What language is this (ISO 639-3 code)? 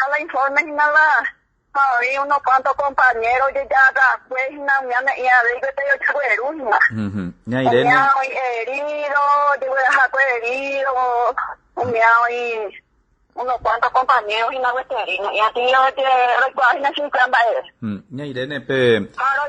grn